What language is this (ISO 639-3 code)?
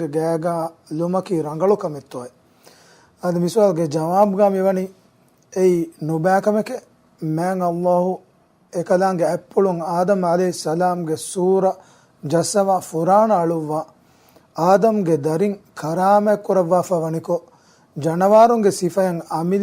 div